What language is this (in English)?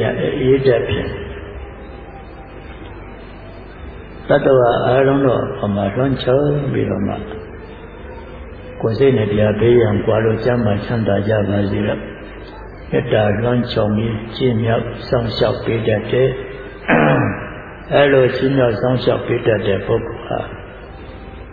Burmese